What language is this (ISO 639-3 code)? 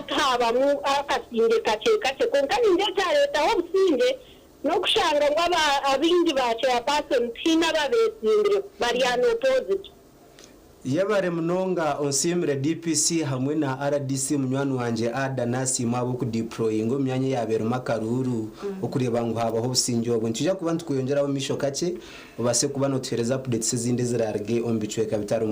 nyn